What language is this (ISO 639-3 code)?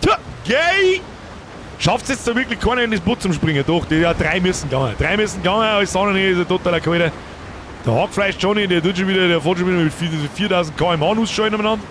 bar